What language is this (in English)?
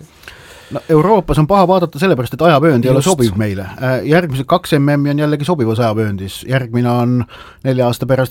Estonian